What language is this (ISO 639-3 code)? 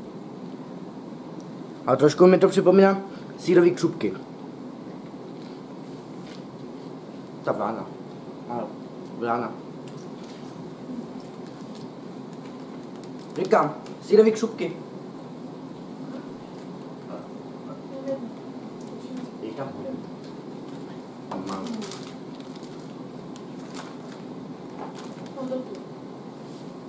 ces